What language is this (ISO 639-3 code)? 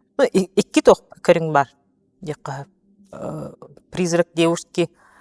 sah